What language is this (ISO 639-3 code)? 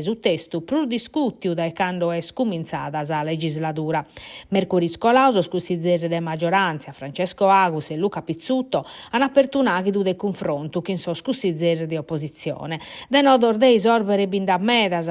srd